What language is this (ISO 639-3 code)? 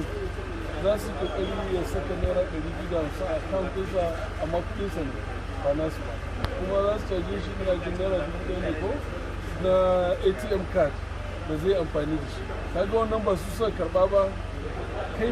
hau